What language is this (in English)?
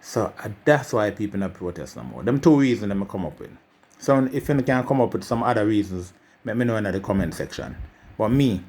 Jamaican Creole English